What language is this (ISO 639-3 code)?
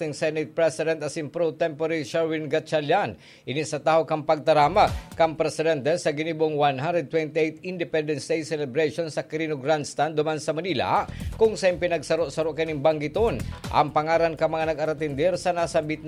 bik